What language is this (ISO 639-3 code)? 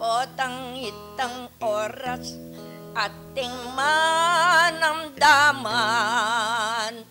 pam